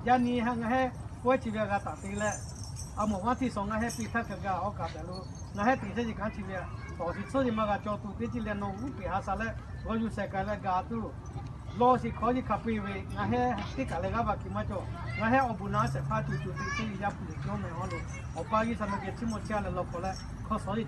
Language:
Lahu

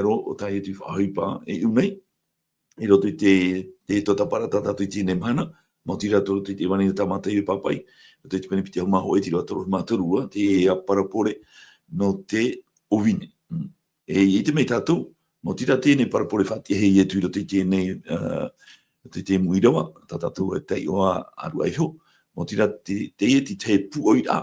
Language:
Tahitian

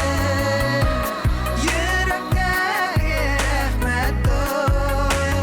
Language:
Bashkir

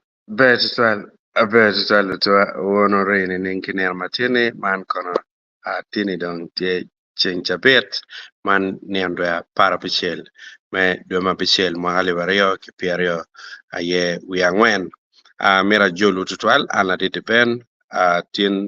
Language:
Acoli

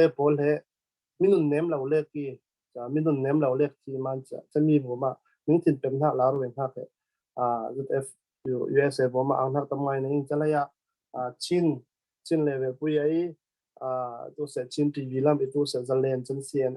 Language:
Falam Chin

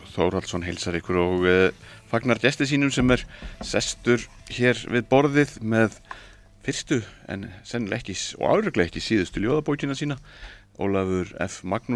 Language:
Icelandic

